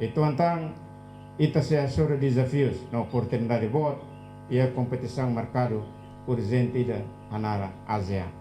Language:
Tetum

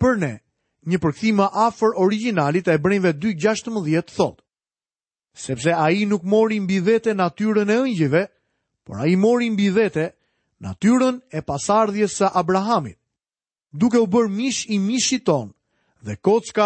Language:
Albanian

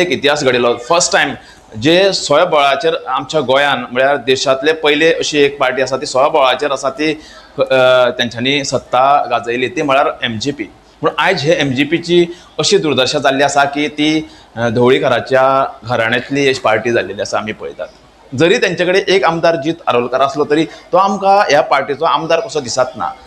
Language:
Konkani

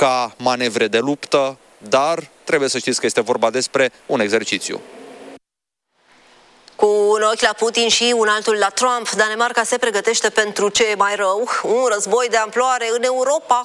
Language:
Romanian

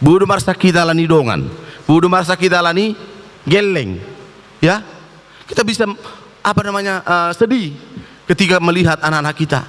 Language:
Batak Toba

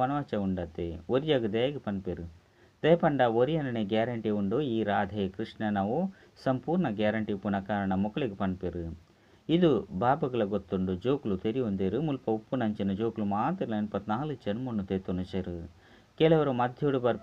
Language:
Tulu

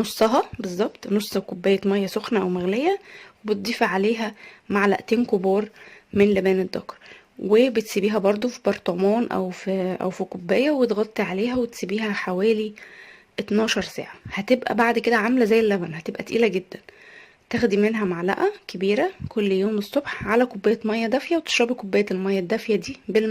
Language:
Egyptian Arabic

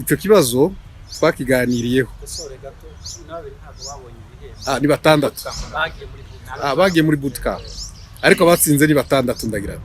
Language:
Kinyarwanda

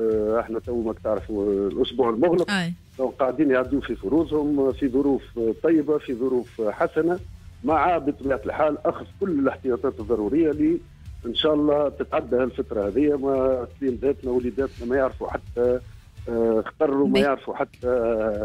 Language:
Tunisian Arabic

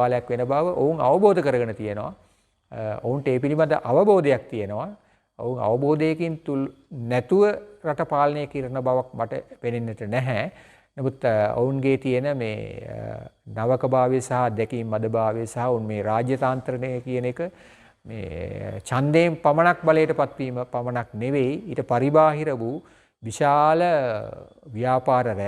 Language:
Sinhala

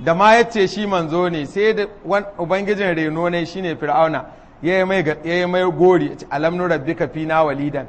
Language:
Hausa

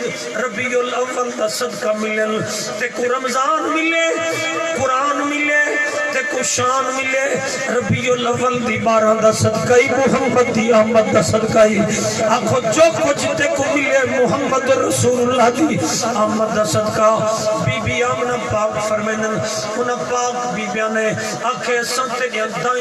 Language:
Saraiki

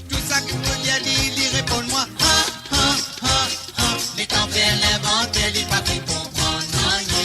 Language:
Morisyen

